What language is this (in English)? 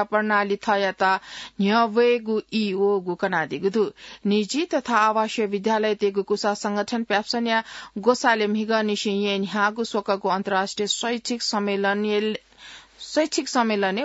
Newari